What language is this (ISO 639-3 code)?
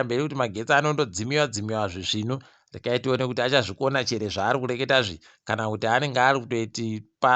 ndc